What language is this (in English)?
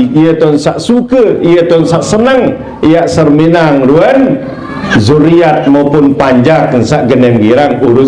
Sasak